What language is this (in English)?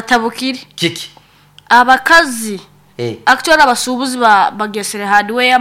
Nyankole